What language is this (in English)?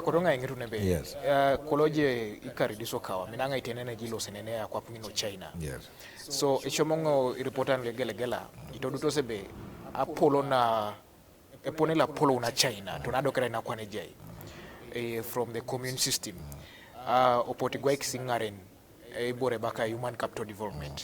Teso